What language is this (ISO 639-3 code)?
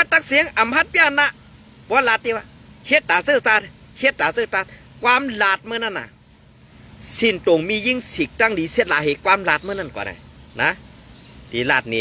shn